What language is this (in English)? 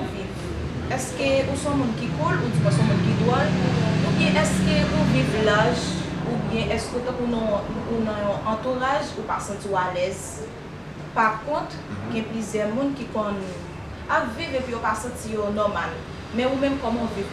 Haitian Creole